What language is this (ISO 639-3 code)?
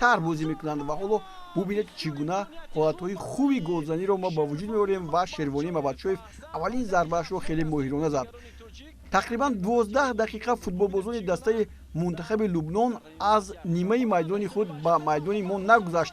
tgk